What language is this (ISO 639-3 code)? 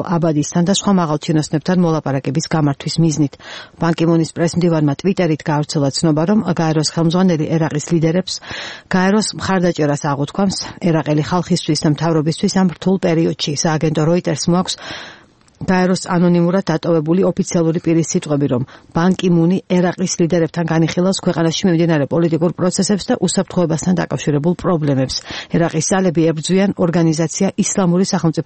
kat